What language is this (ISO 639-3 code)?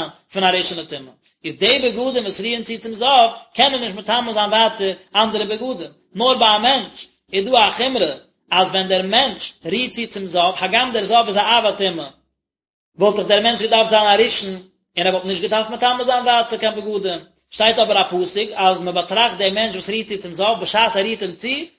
yid